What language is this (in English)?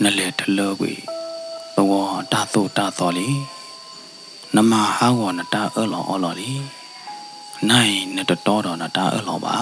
S'gaw Karen